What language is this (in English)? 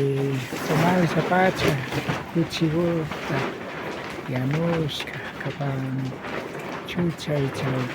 Imbabura Highland Quichua